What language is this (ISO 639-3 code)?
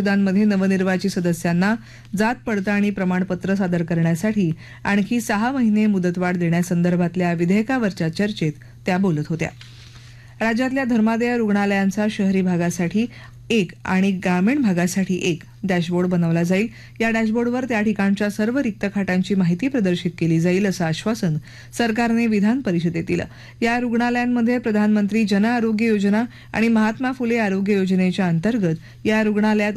mar